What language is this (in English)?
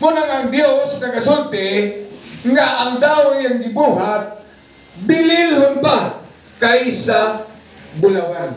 Cebuano